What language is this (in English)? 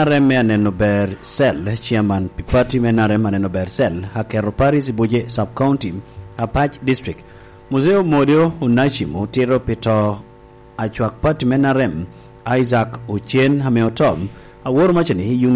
Lango (Uganda)